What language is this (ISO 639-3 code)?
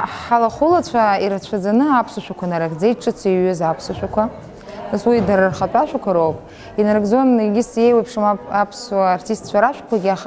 abk